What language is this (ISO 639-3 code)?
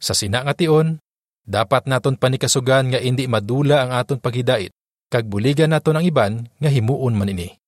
hil